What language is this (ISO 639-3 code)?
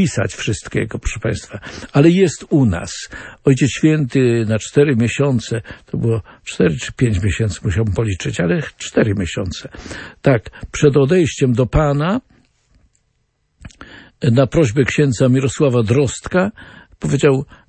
pol